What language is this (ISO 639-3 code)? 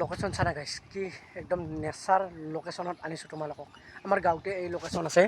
asm